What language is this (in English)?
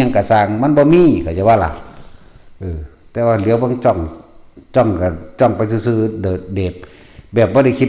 Northeastern Thai